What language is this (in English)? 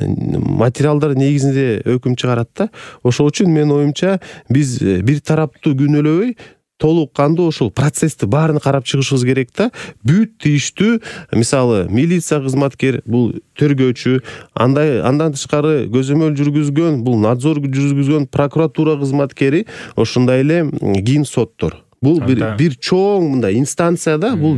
Kyrgyz